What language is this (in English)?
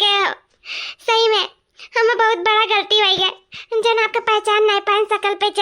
Awadhi